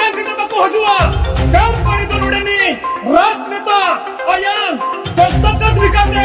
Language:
Santali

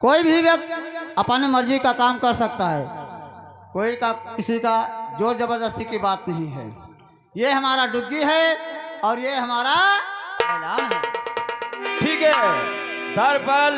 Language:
Awadhi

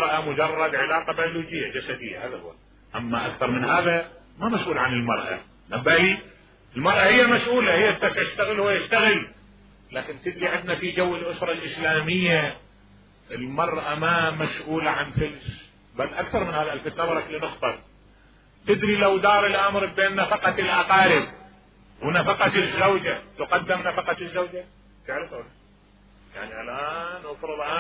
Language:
Mesopotamian Arabic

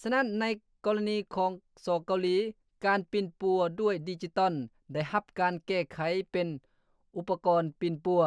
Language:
Lao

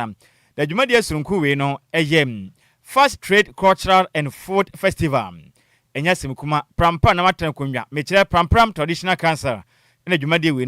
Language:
Akan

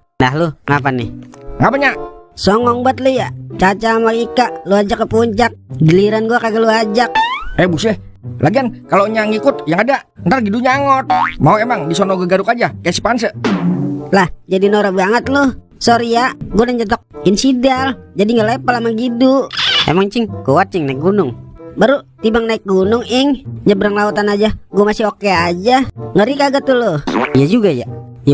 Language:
Betawi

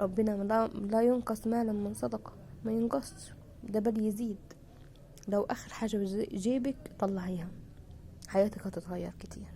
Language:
Egyptian Arabic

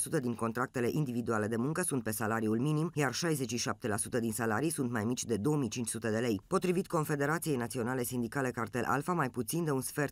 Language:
Romanian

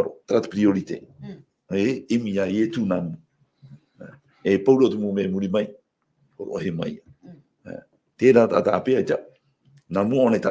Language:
Tahitian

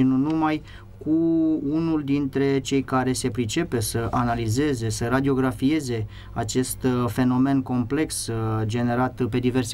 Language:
Romanian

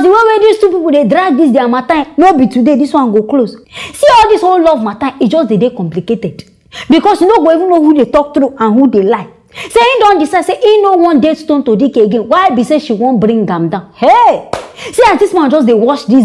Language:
Nigerian Pidgin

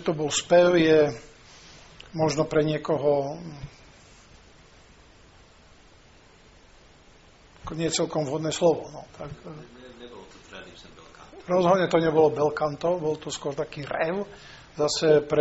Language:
Slovak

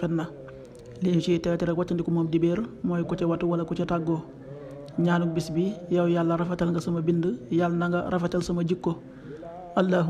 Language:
Wolof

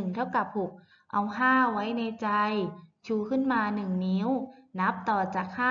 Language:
Thai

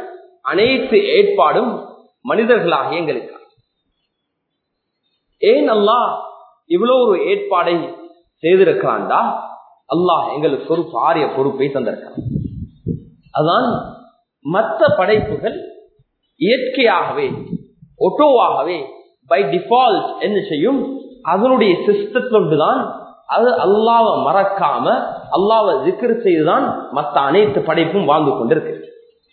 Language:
Tamil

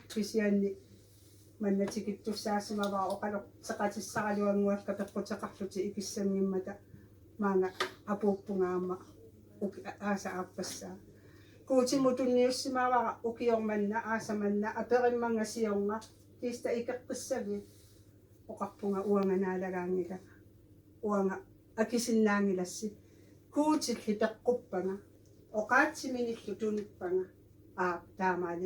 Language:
Kalaallisut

